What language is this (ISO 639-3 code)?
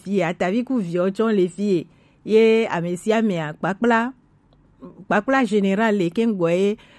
gej